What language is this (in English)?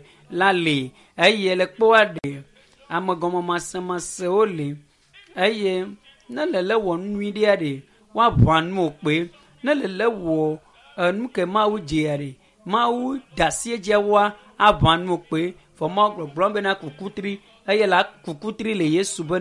Ewe